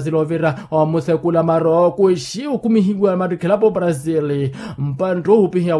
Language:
Makhuwa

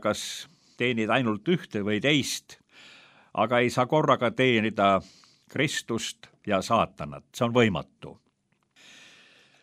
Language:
Estonian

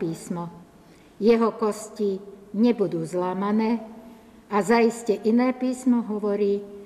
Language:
Slovak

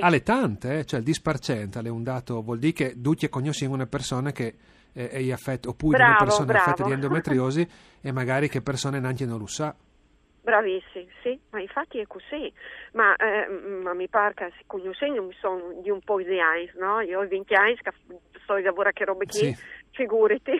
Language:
Friulian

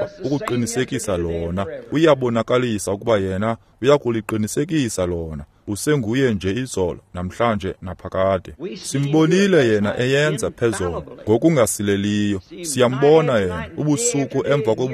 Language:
Xhosa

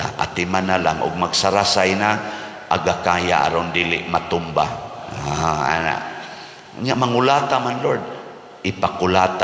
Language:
Cebuano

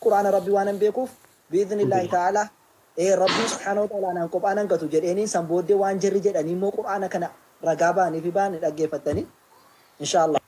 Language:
Oromo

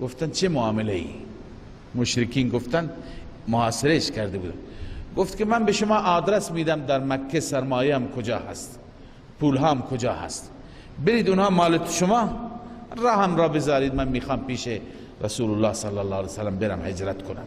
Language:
Persian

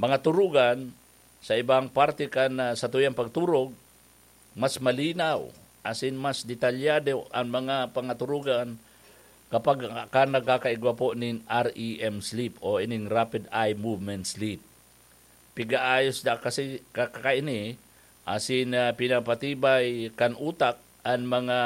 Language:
Bikol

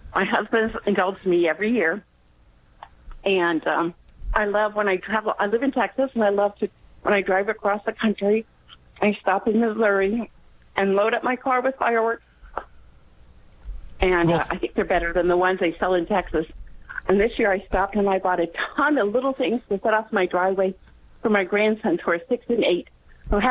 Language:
English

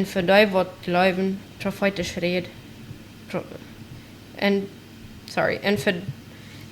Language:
Plautdietsch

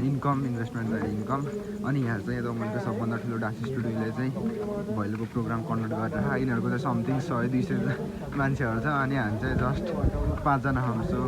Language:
Nepali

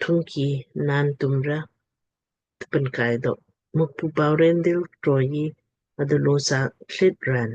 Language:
Lamkang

